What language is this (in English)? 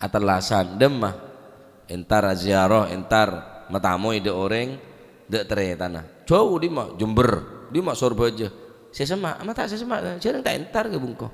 Madurese